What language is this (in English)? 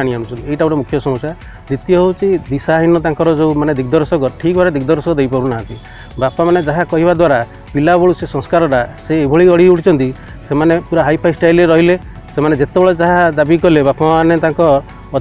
Odia